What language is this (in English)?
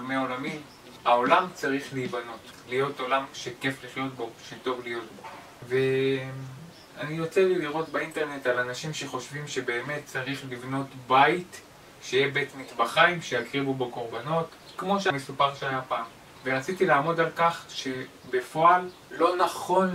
Hebrew